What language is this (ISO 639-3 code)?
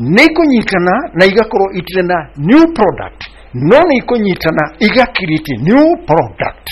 kik